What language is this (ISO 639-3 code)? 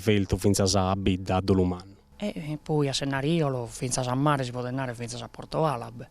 srd